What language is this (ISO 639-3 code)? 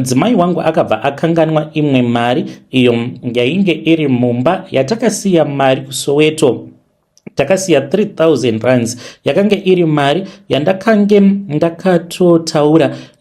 sna